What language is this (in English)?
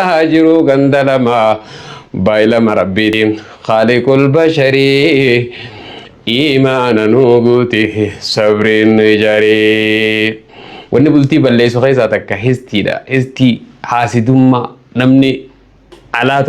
Oromo